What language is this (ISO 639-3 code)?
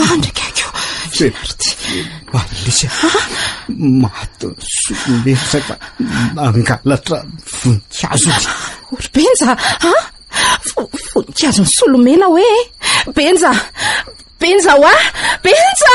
mlg